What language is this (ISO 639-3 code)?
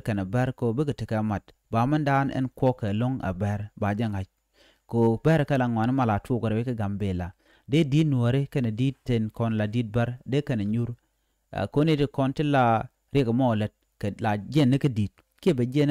nus